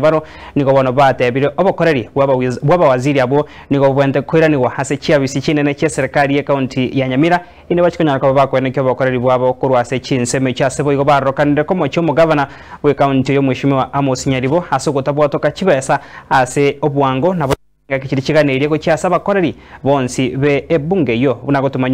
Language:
Gusii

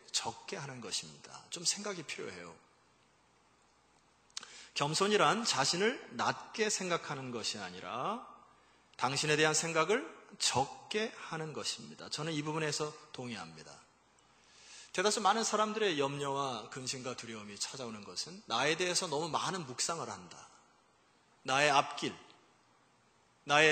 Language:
Korean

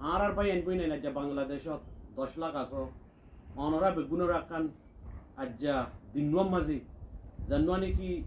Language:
Rohingya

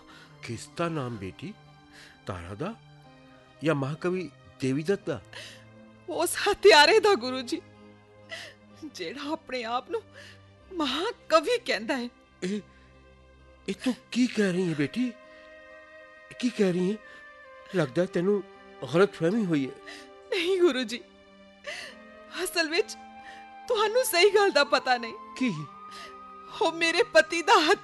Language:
Punjabi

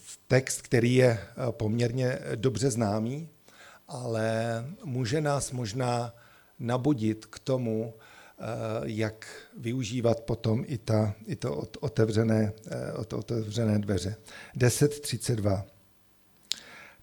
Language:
Czech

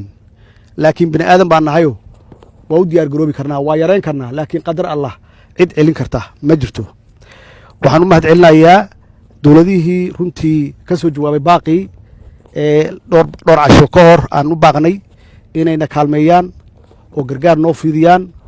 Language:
Somali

